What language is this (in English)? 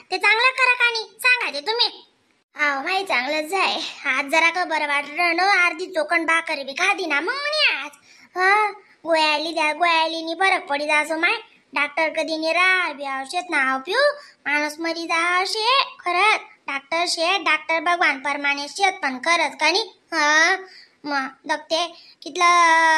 Khandesi